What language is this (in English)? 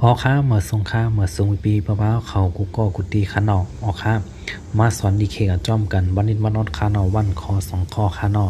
Shan